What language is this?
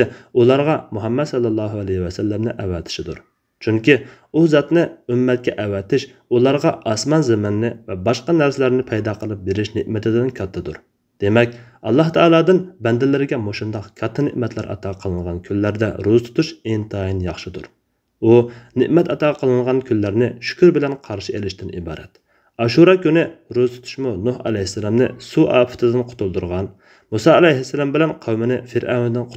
Uyghur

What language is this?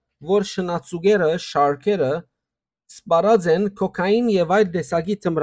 Western Armenian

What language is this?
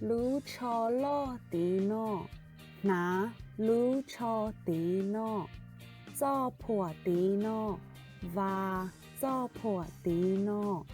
Hmong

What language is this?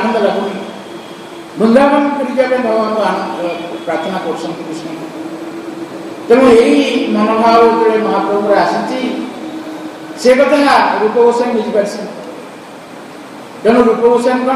Odia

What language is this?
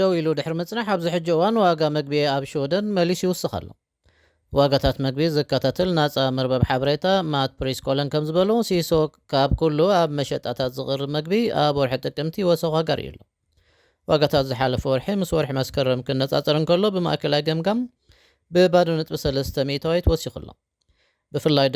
Tigrinya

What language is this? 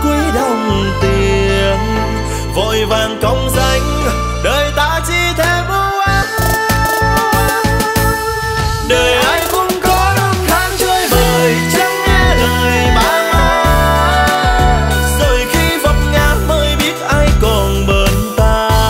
Vietnamese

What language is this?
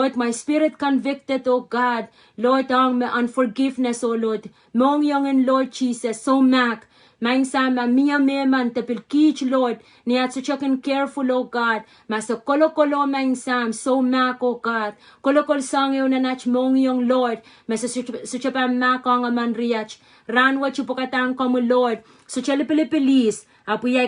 Pohnpeian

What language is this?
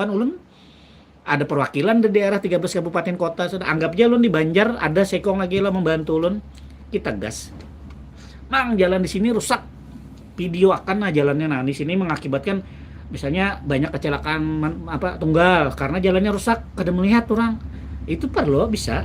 Banjar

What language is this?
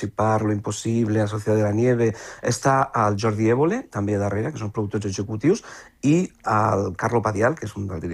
Catalan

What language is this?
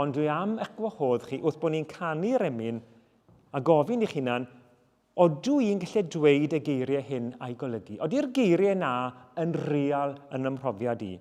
Welsh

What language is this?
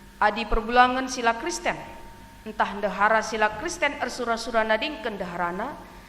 Batak Karo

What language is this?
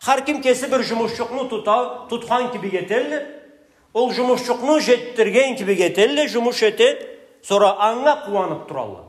Karachay-Balkar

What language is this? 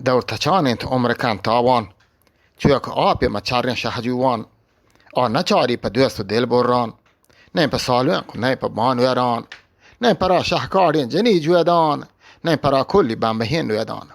Eastern Balochi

